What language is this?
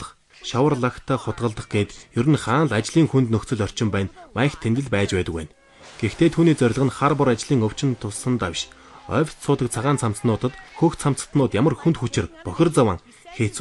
Mongolian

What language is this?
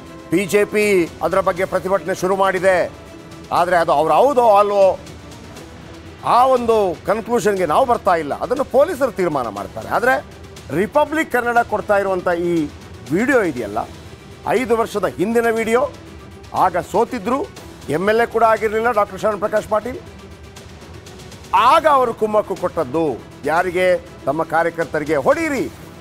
Kannada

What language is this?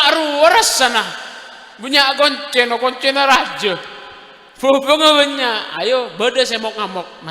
Madurese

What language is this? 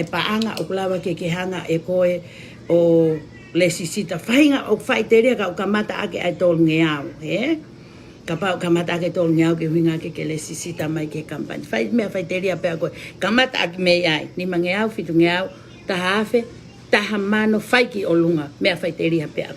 Tongan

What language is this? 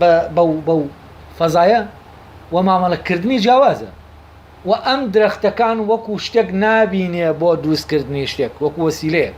Central Kurdish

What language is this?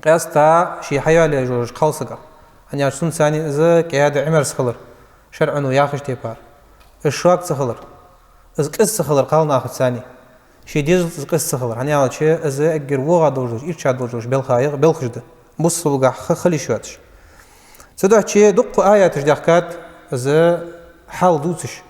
Ingush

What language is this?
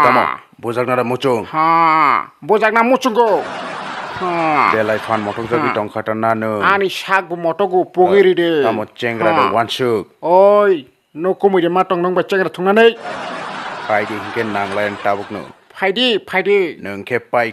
Kok Borok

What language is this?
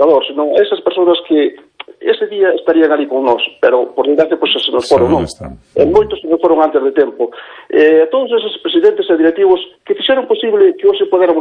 Galician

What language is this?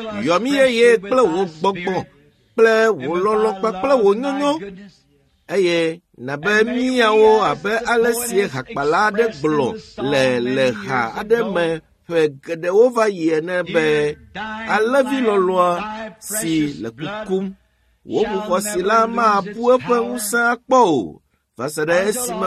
Ewe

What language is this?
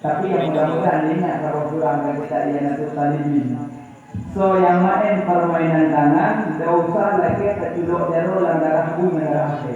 Achinese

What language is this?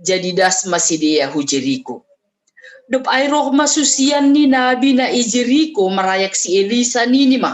Batak Simalungun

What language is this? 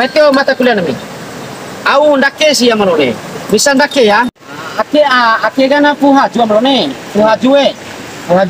Bima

